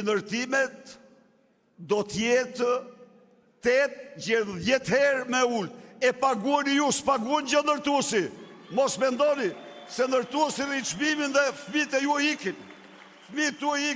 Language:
Albanian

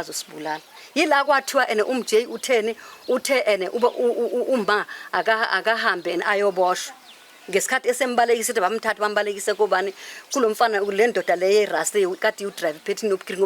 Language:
Zulu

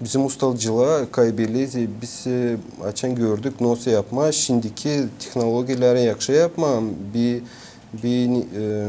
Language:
Gagauz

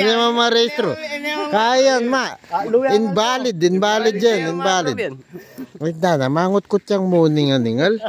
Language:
Pampanga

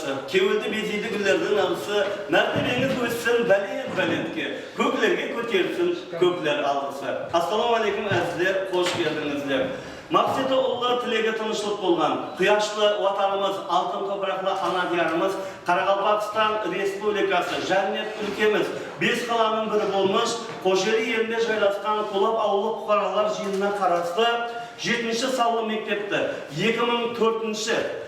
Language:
Kara-Kalpak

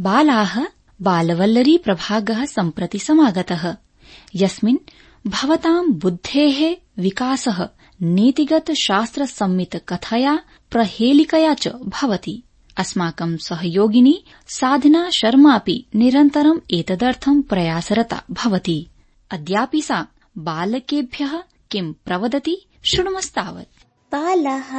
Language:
Sanskrit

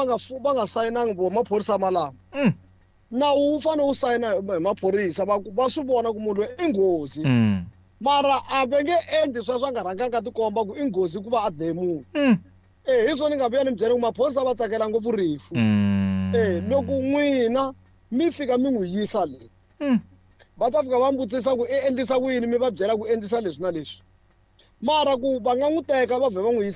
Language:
Tsonga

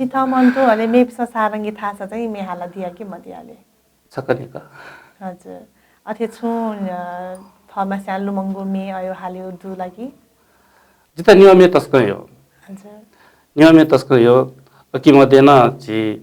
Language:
Newari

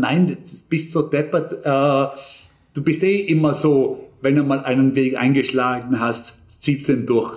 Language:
German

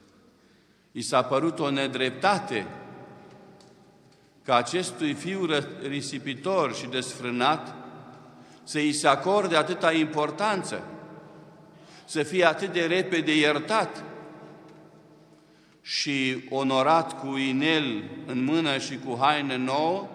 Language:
Romanian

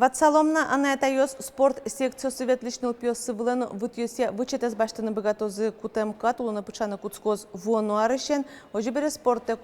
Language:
Udmurt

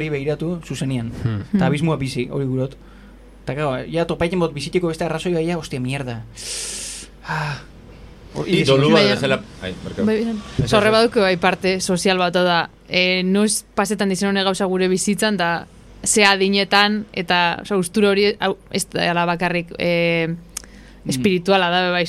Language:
Basque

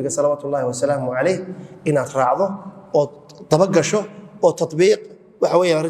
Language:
Somali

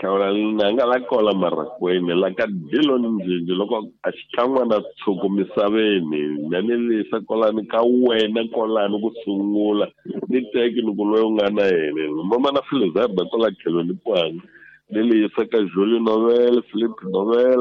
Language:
Tsonga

